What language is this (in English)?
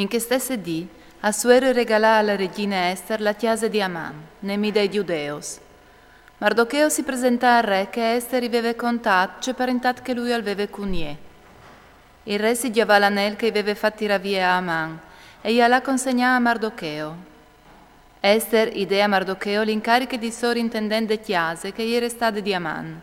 Friulian